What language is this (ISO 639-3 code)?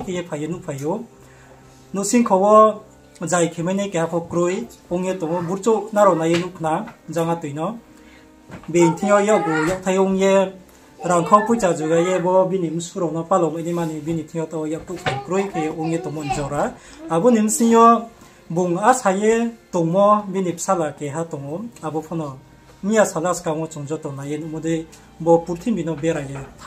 ria